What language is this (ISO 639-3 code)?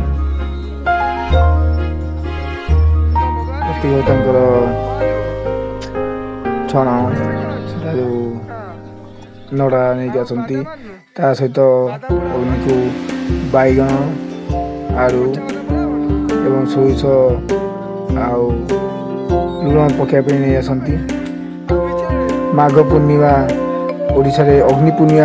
ori